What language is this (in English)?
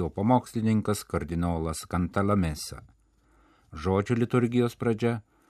Lithuanian